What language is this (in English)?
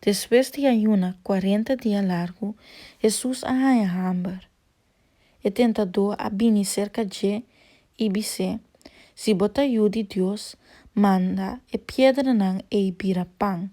Papiamento